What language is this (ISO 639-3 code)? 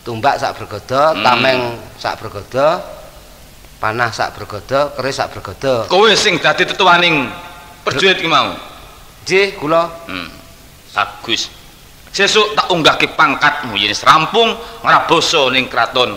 jav